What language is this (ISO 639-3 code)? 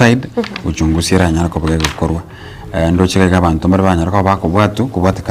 guz